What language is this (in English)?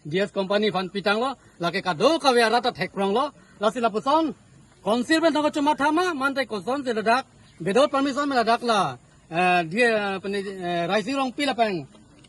Karbi